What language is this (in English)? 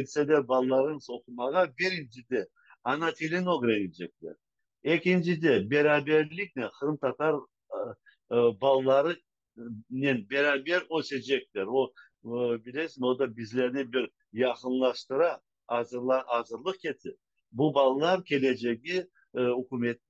Crimean Tatar